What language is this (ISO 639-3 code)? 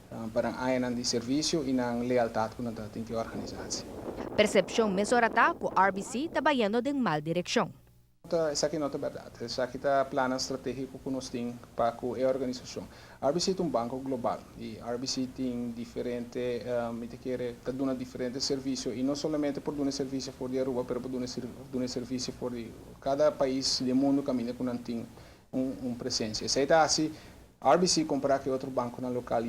pap